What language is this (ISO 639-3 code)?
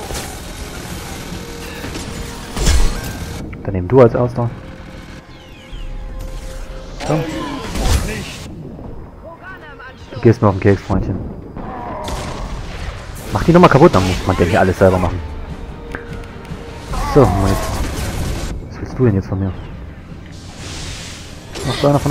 deu